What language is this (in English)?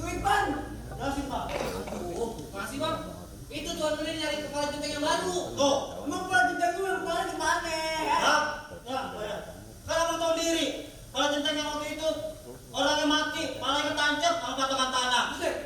Betawi